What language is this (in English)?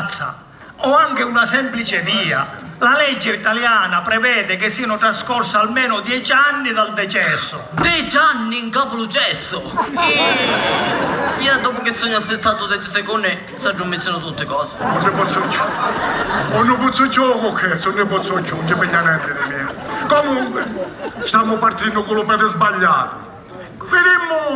Sicilian